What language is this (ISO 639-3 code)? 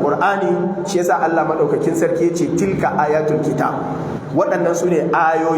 hau